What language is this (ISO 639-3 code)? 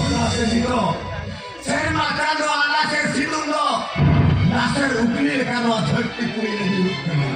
sat